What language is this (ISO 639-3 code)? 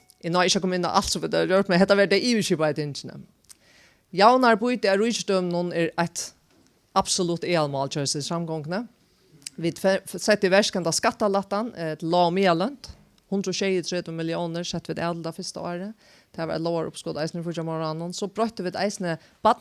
fao